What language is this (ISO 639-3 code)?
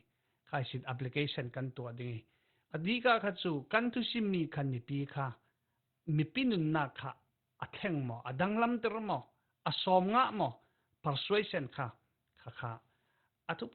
cfm